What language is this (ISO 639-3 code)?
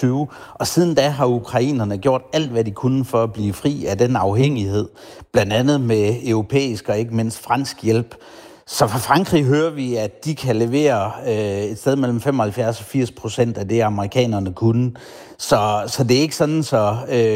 dan